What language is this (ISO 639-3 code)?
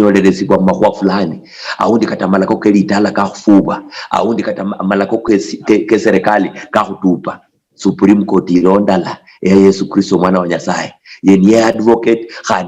luy